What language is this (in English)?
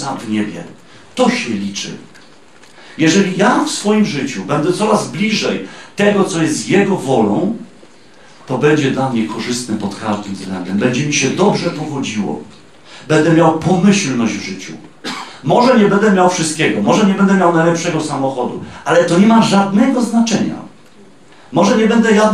Polish